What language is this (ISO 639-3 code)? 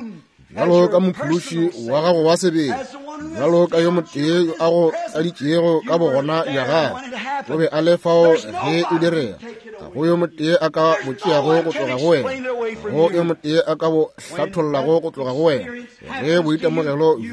nso